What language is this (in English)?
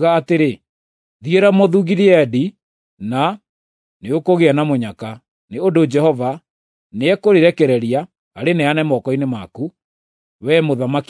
Kikuyu